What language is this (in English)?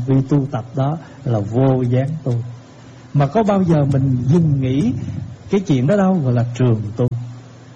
Vietnamese